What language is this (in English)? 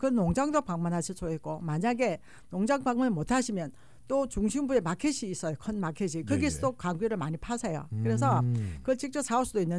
Korean